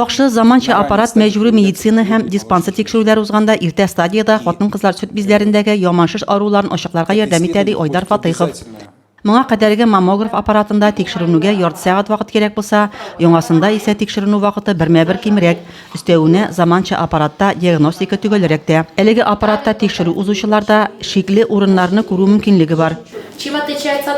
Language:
Tatar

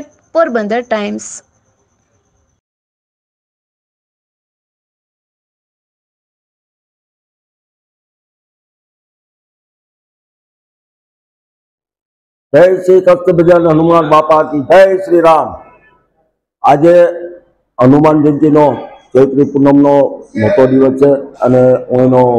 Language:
Gujarati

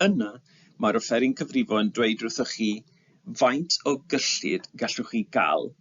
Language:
Welsh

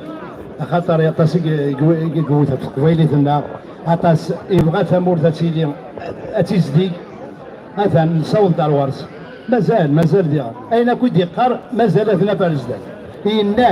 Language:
Kabyle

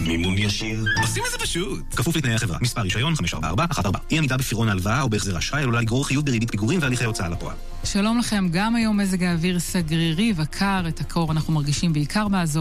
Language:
Hebrew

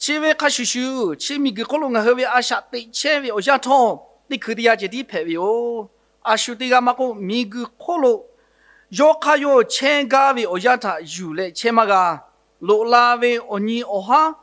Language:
Lahu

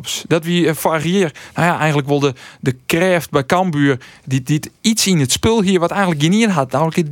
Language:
Western Frisian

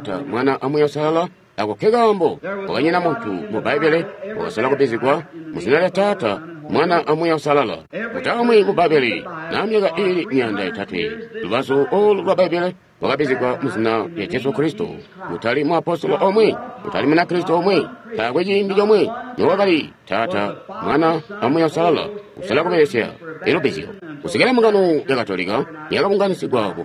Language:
Tonga (Zambia)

